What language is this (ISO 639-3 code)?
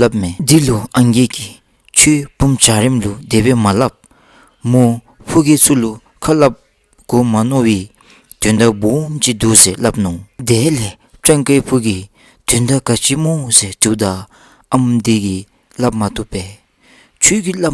dzo